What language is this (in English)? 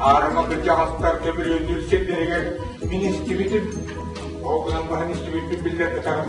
Yakut